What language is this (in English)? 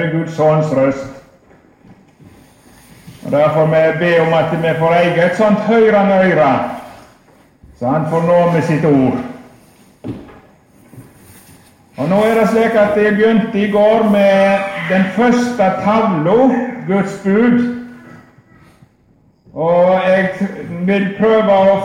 Norwegian